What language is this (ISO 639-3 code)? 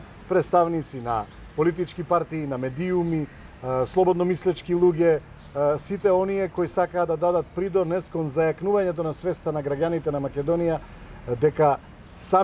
mkd